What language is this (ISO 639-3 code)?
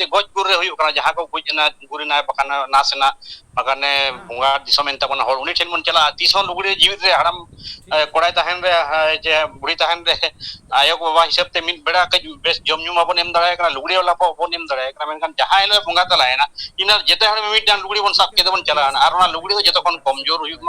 sat